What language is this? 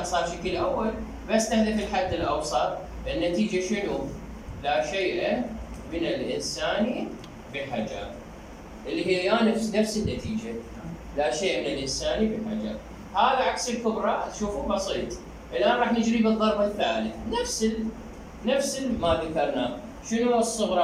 Mesopotamian Arabic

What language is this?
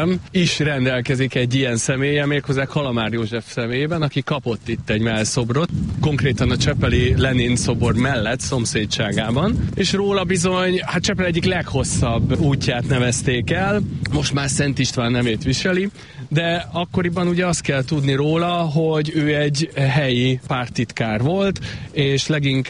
Hungarian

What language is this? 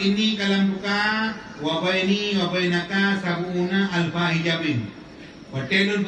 Achinese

